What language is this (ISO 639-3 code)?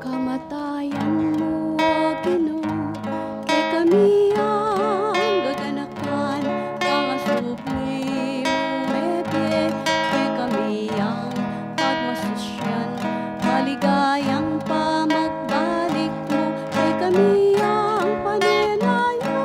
pam